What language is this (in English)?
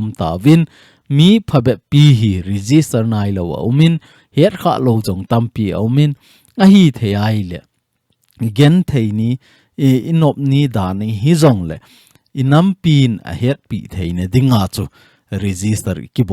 Thado Chin